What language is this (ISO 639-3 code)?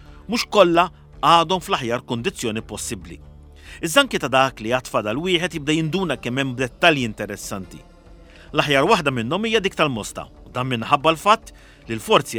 mlt